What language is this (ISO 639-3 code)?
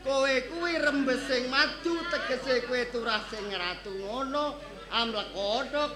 jav